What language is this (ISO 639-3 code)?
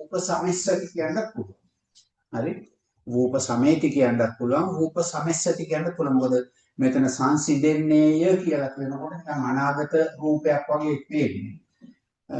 sin